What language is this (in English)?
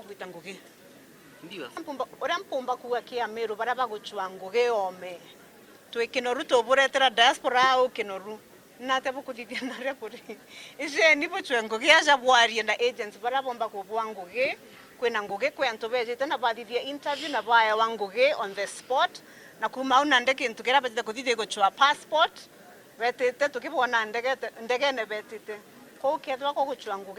Meru